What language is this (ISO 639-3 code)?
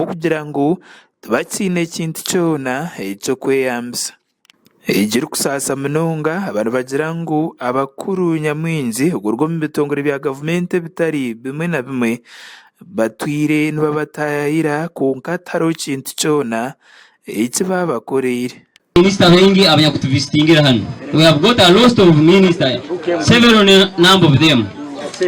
nyn